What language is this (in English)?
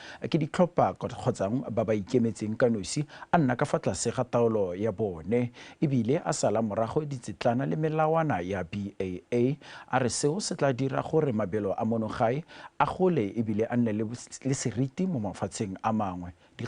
Tswana